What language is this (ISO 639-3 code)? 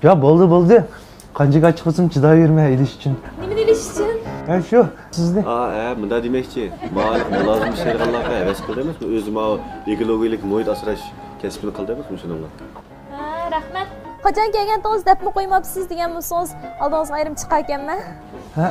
uig